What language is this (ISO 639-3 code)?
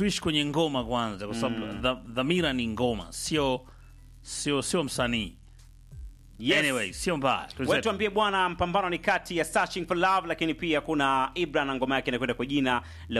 swa